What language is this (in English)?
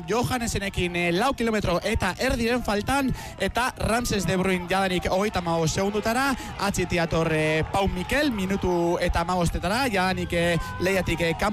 Basque